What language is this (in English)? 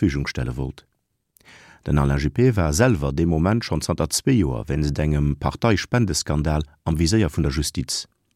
Luxembourgish